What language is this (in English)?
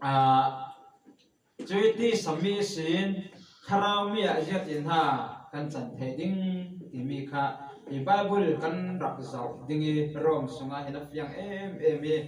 Falam Chin